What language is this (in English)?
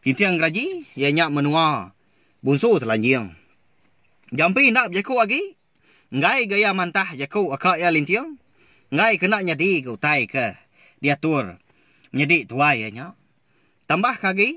Iban